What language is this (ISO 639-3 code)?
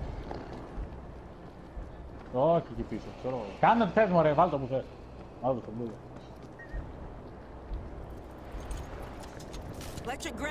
ell